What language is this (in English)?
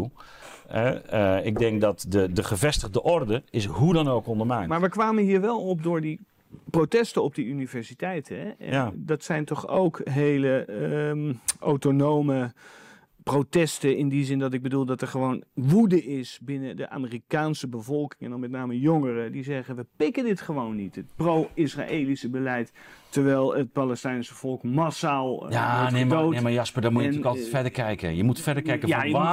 Dutch